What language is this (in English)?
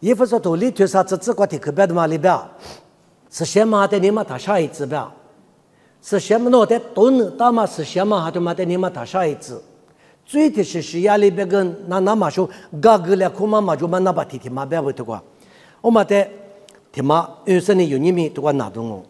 Lisu